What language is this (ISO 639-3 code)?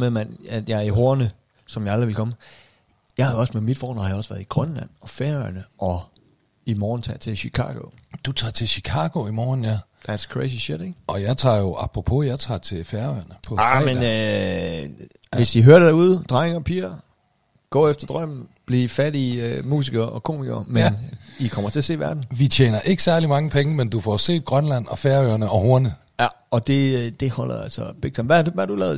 dan